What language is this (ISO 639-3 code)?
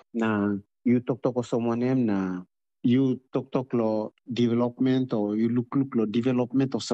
tpi